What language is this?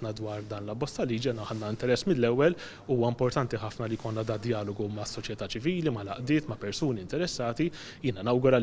Maltese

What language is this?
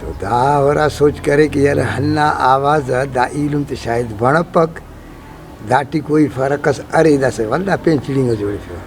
Brahui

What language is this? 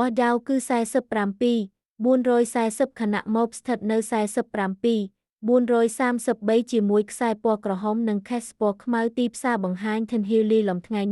Khmer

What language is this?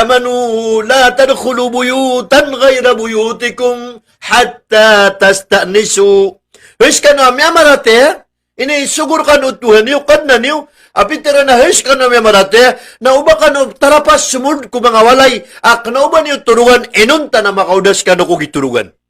Maranao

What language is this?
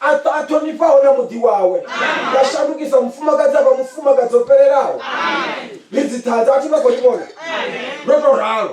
Venda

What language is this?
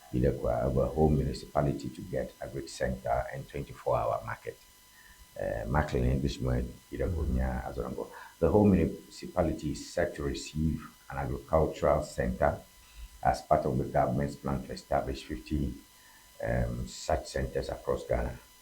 Ewe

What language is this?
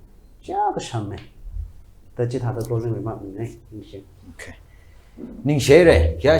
Tangkhul Naga (India)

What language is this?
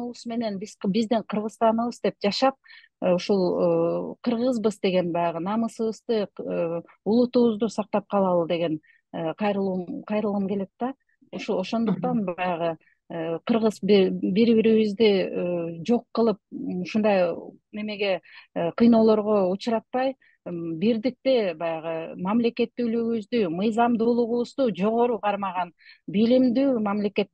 Kyrgyz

